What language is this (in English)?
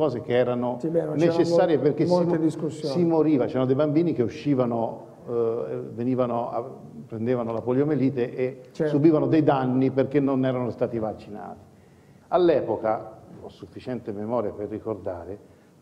Italian